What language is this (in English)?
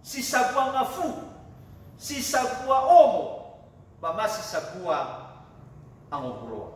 Nias